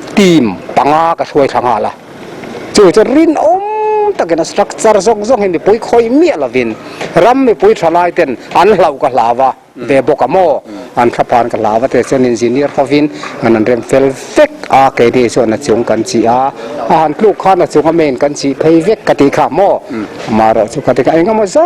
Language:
Mizo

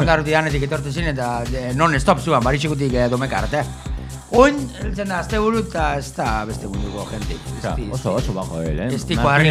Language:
Basque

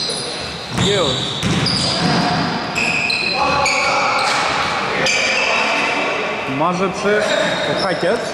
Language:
Greek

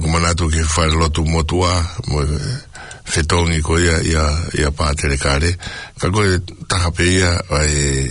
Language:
Tongan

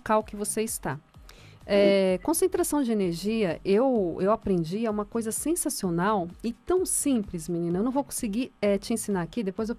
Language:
Portuguese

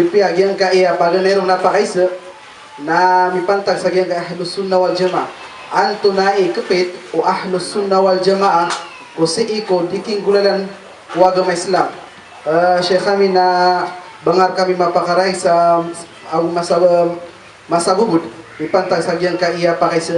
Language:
Maranao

